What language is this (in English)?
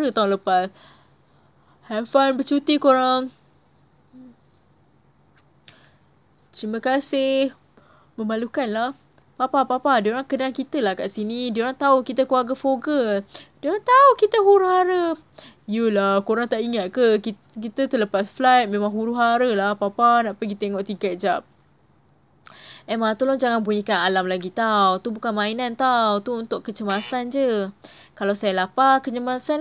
Malay